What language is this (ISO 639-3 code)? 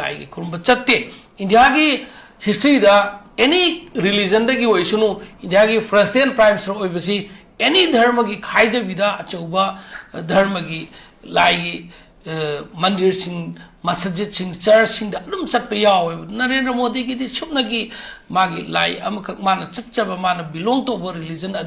mni